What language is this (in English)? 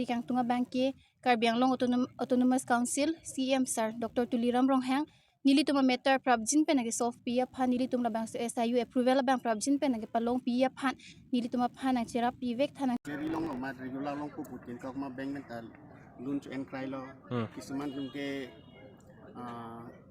Karbi